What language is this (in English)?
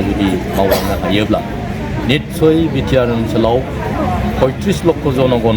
Bodo